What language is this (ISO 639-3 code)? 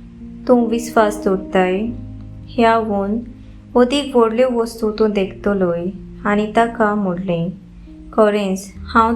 kok